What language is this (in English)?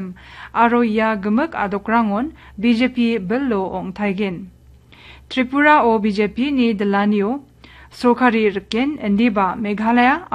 Garo